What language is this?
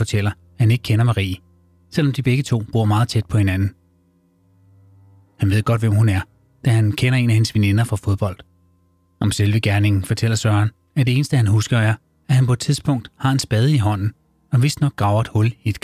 Danish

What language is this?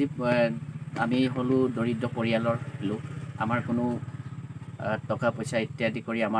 Assamese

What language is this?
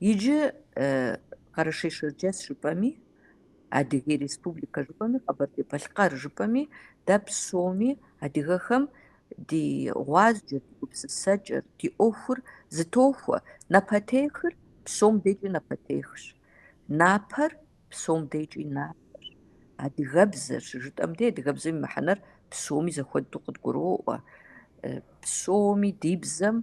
Kabardian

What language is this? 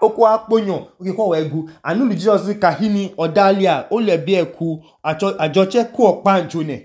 Idoma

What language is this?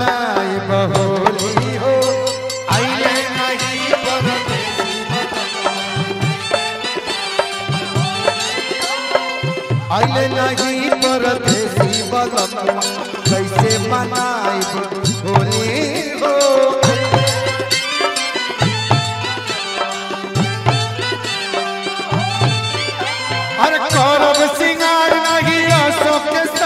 Bhojpuri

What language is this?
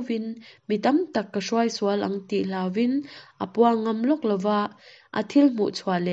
Mizo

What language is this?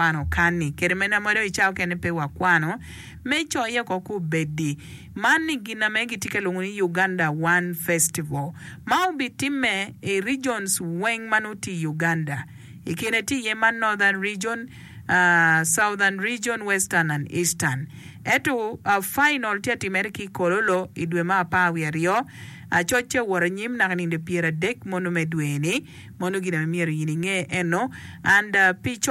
Acoli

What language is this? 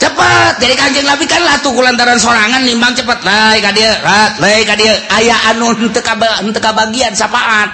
Sundanese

